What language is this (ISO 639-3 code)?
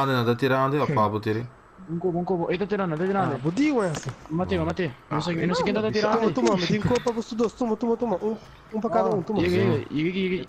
pap